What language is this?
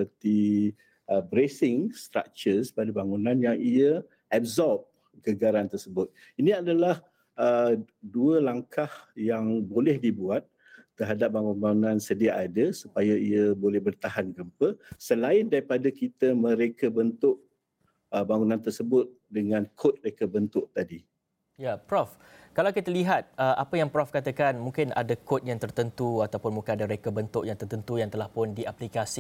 Malay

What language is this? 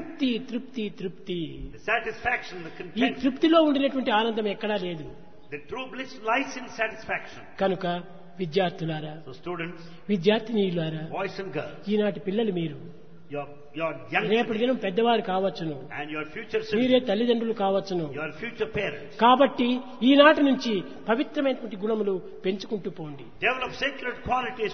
Telugu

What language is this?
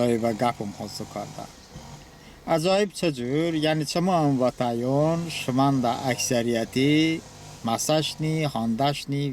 Talysh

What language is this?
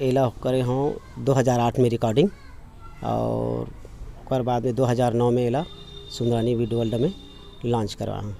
Chhattisgarhi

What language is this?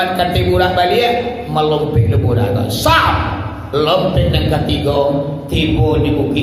Minangkabau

